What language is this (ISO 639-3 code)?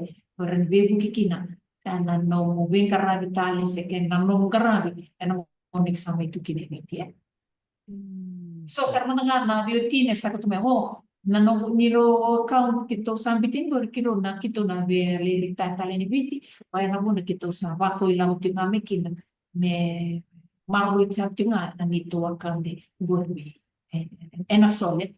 fij